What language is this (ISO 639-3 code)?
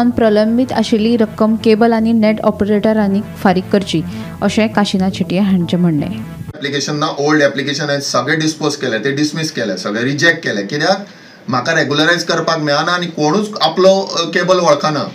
kok